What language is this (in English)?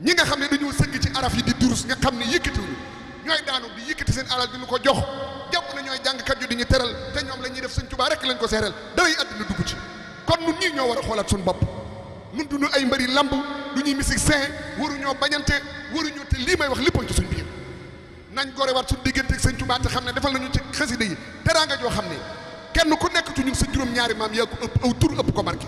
Wolof